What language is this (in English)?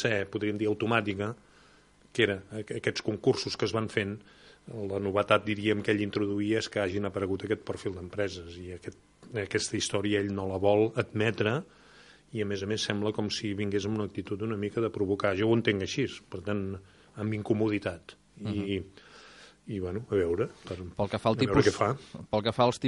Catalan